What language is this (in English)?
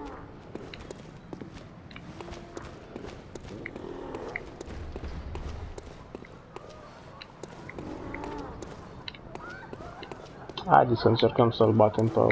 Romanian